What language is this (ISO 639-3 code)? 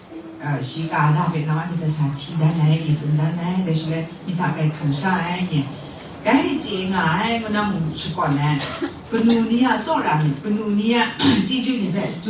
kac